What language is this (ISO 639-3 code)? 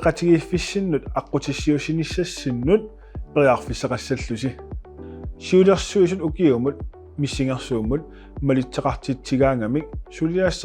kal